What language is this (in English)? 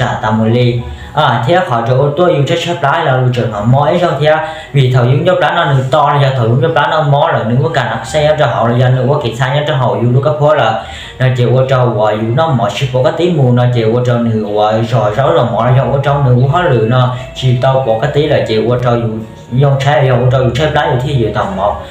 Hmong